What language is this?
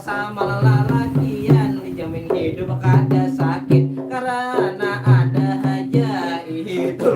Banjar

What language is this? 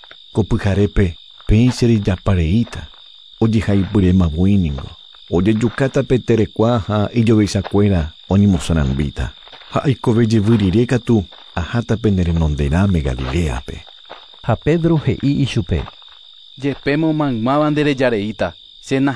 Guarani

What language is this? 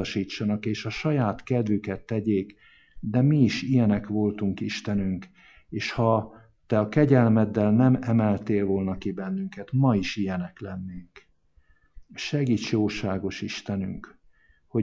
Hungarian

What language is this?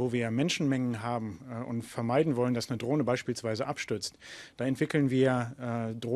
German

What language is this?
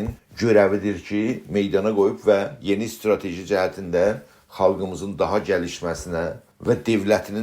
South Azerbaijani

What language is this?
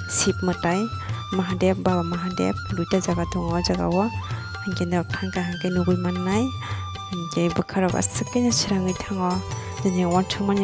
Kok Borok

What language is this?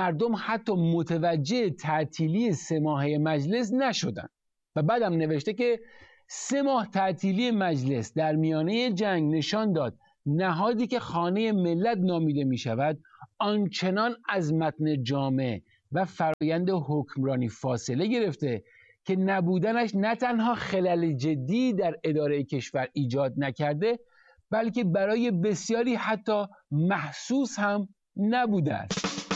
Persian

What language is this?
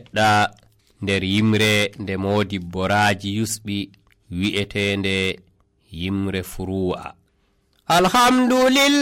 Nigerian Fulfulde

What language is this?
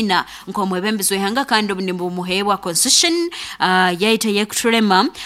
Nyoro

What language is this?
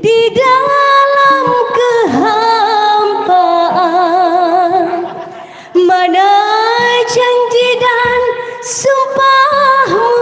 Banjar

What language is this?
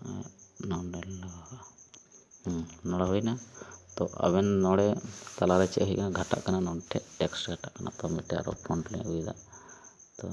Santali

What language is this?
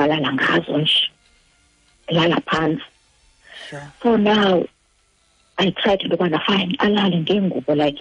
Xhosa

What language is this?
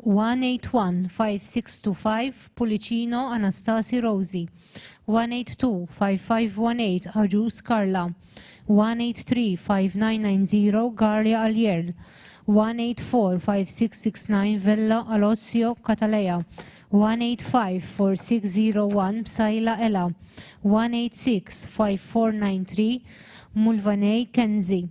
English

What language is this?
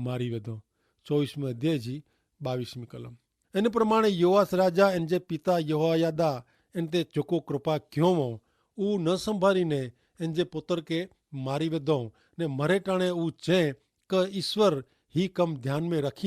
Kachhi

